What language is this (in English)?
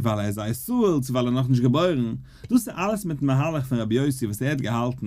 Yiddish